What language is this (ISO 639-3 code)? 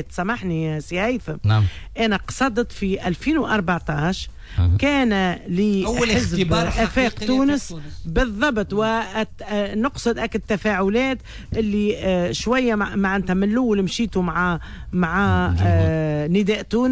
aeb